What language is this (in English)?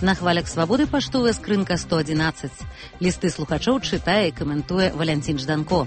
Belarusian